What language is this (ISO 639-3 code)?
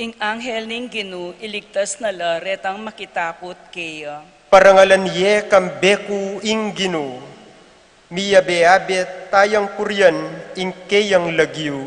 pam